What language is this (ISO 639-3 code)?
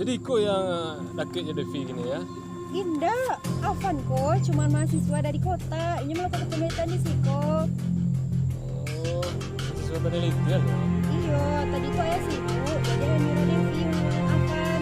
min